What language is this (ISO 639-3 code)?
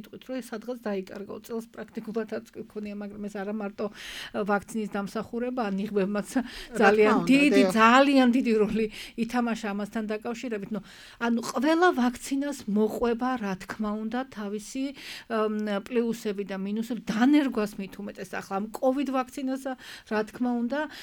kat